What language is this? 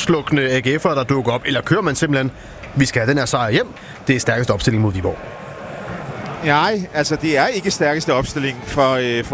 Danish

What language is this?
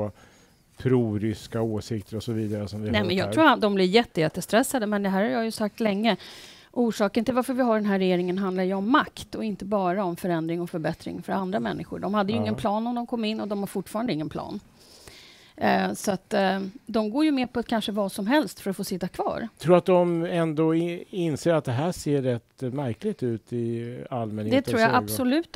Swedish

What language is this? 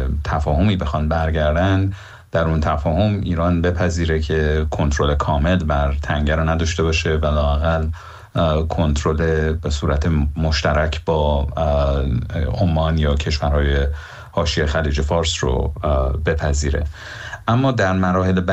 Persian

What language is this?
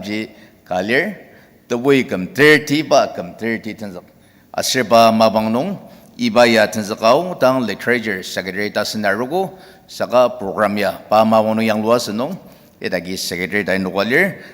Ao Naga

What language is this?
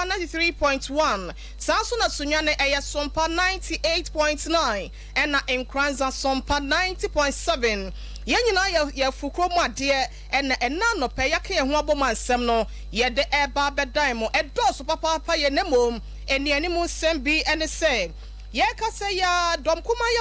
Akan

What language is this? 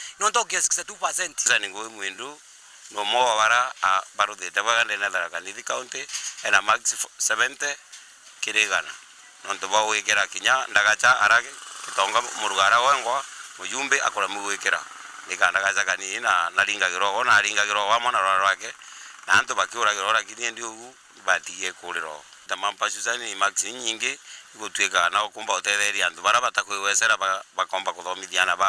Meru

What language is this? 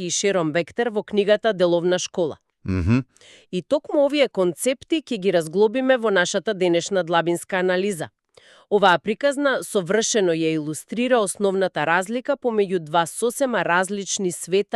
Macedonian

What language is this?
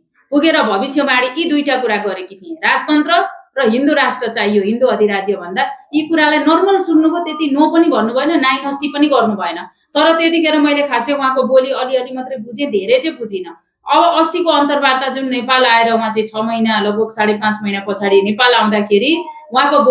Nepali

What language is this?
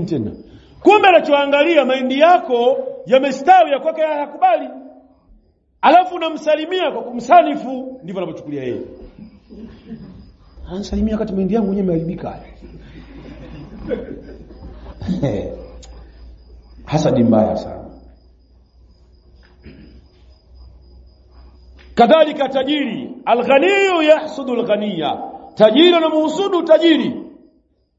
Swahili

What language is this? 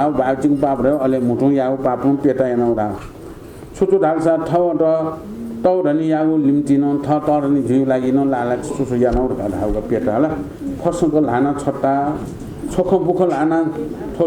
Newari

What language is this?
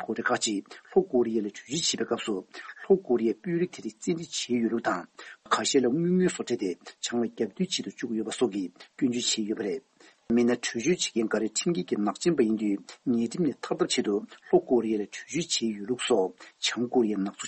Tibetan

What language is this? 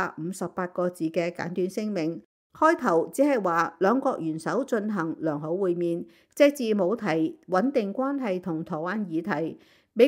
Cantonese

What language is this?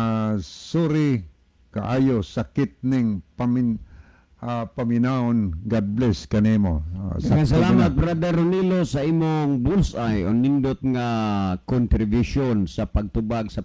Cebuano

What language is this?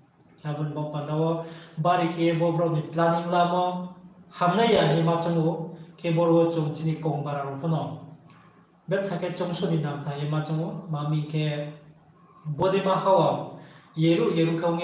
Riang (India)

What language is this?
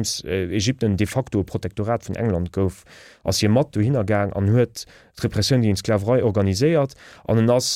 Luxembourgish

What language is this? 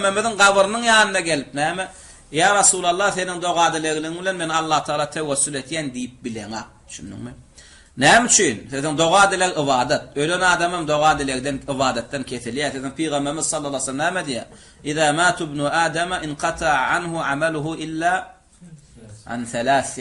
Turkmen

